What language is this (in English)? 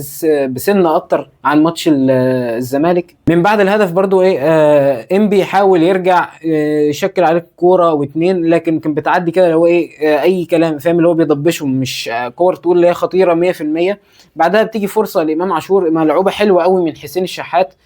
Egyptian Arabic